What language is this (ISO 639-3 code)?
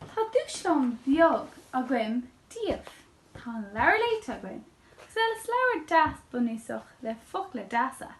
gle